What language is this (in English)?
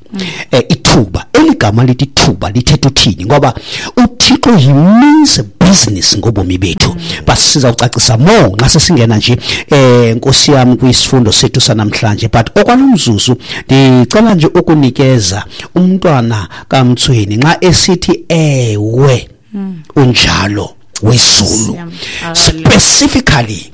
Xhosa